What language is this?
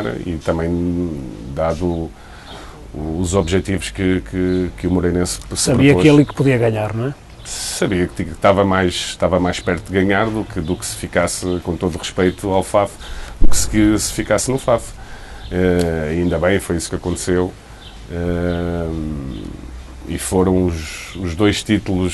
Portuguese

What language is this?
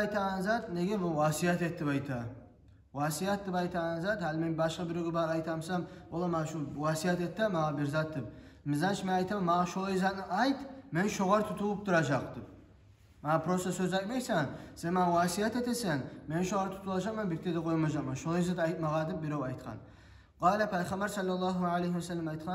Kumyk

